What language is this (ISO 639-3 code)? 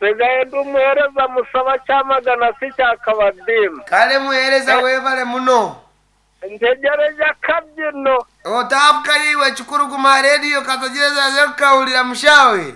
nyn